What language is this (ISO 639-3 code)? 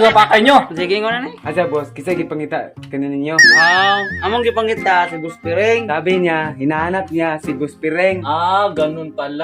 ceb